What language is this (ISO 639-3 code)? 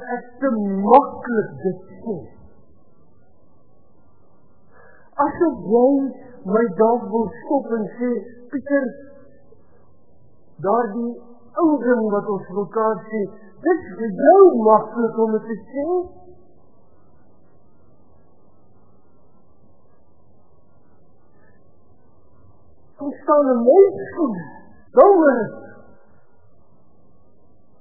afr